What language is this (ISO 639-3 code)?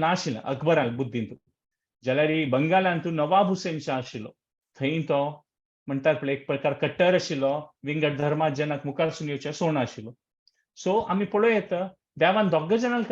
kok